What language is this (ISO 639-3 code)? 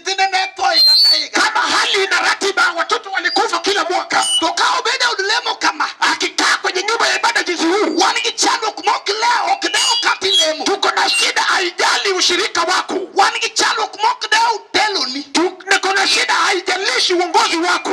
luo